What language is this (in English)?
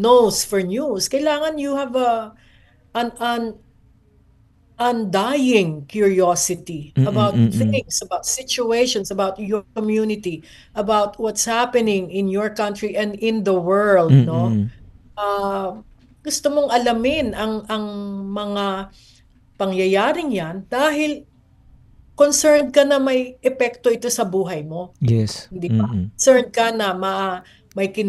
Filipino